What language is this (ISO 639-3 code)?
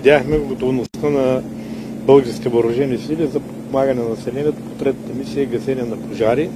bul